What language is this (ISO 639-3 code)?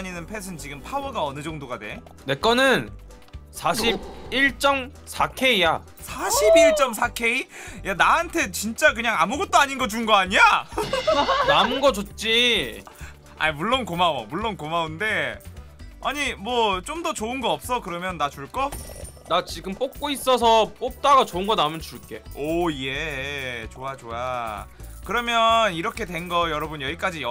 kor